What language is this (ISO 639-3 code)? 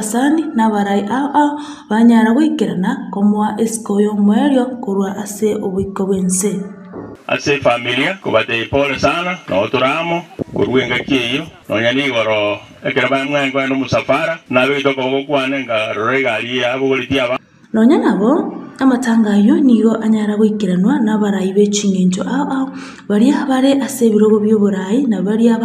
guz